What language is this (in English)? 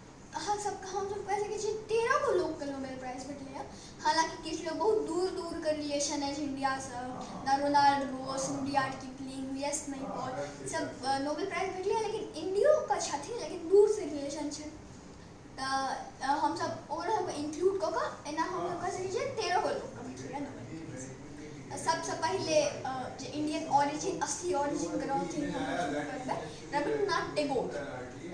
Maithili